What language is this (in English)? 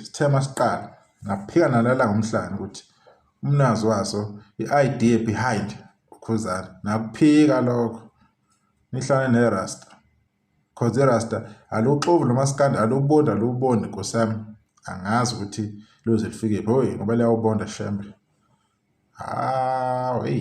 Zulu